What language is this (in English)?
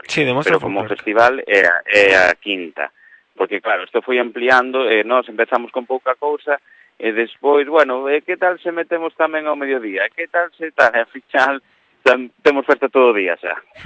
Galician